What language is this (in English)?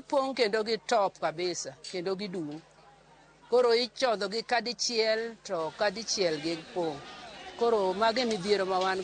Luo (Kenya and Tanzania)